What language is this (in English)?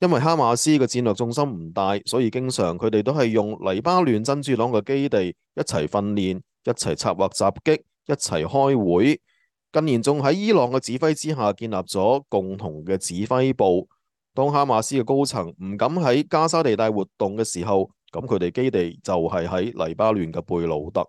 Cantonese